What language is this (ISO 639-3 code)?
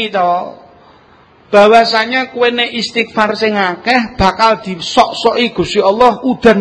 jav